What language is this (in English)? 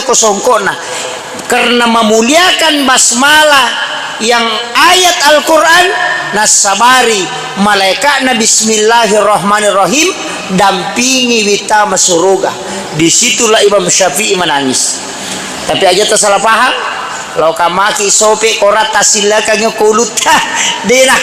Buginese